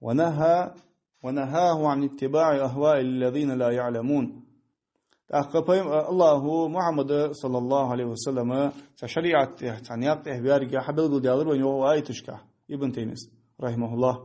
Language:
Ingush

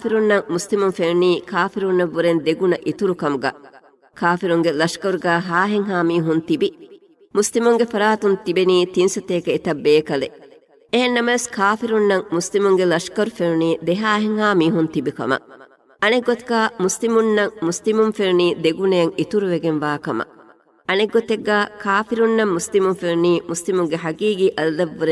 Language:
Divehi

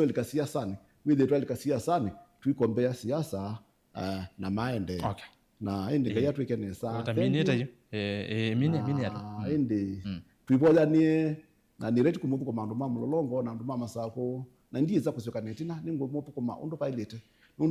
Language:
Kamba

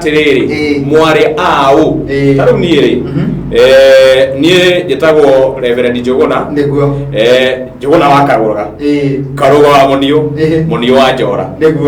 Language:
Kikuyu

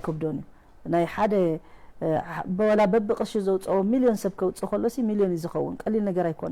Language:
Tigrinya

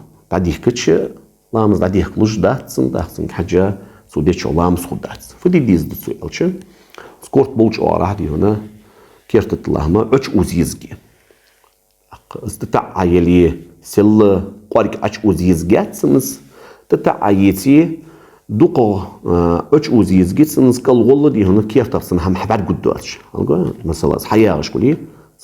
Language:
Ingush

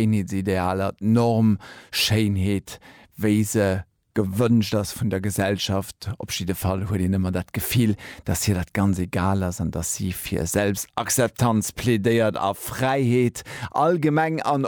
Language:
Luxembourgish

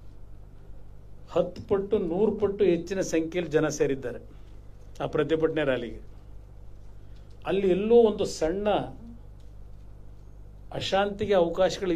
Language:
Kannada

